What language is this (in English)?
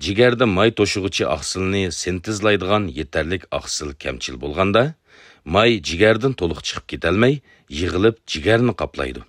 Uyghur